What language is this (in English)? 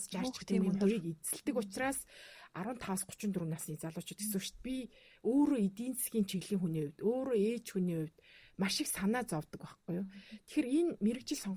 Mongolian